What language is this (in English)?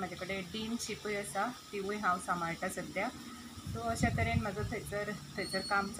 Konkani